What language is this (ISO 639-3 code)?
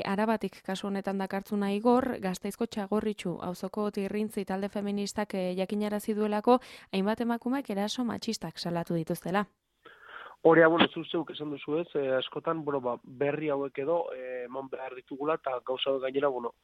eus